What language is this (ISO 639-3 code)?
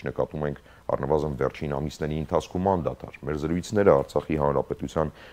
hye